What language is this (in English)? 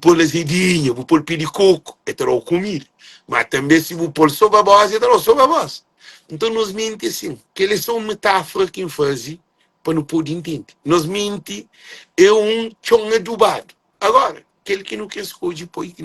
Kabuverdianu